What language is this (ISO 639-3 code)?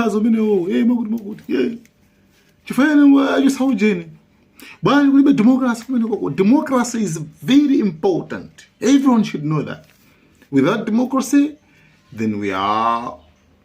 nya